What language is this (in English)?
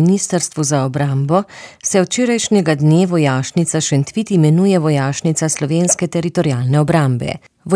Slovenian